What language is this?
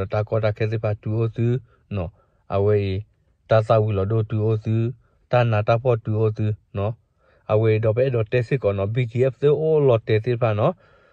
S'gaw Karen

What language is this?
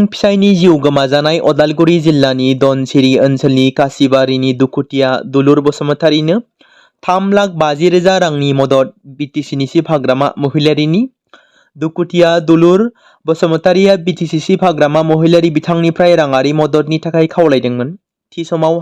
Bodo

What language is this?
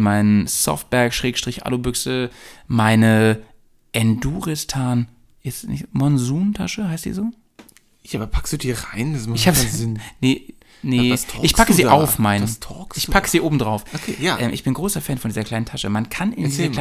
German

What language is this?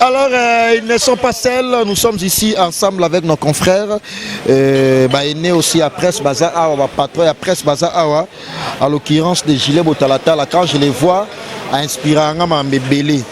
Lingala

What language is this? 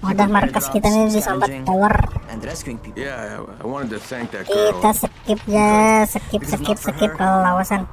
Banjar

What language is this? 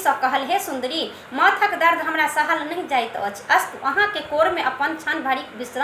Maithili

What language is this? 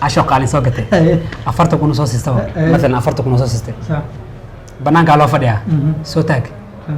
Somali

